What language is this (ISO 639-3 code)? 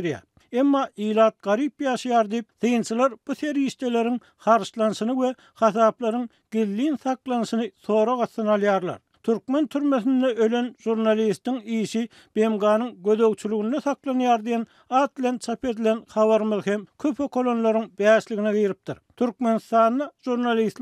tuk